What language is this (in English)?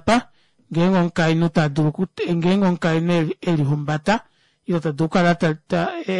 Kuanyama